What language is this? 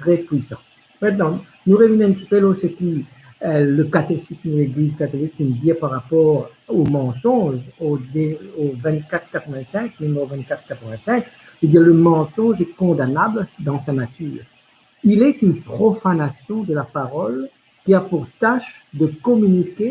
Morisyen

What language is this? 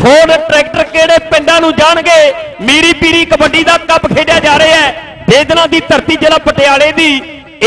Punjabi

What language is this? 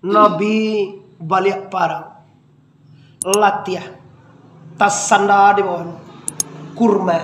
Minangkabau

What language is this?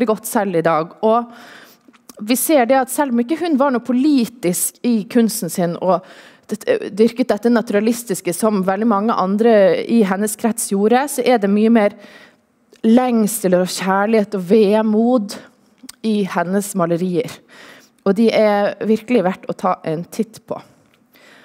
Norwegian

